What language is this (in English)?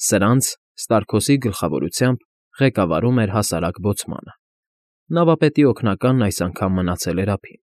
Armenian